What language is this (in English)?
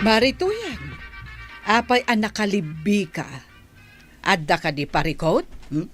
Iloko